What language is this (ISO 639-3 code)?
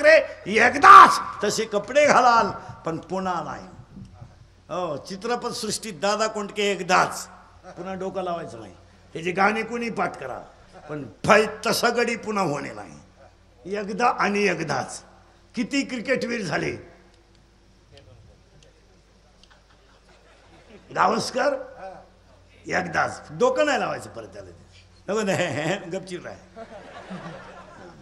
mar